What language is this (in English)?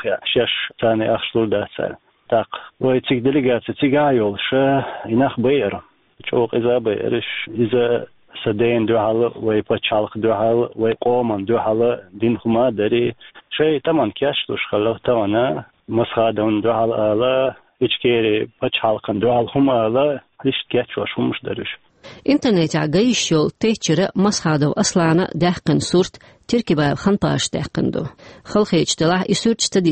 Chechen